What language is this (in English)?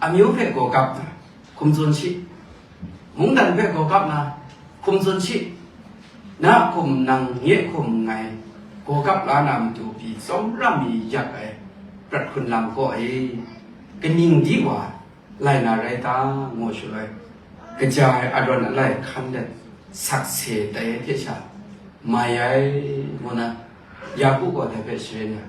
Kachin